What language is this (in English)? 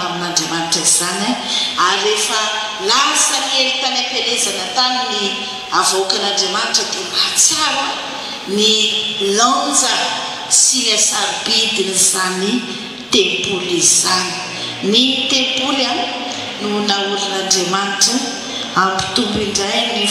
Malagasy